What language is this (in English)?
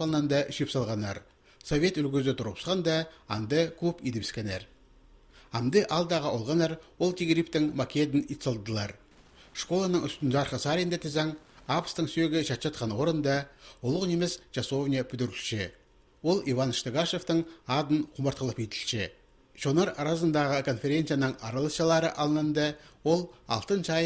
Khakas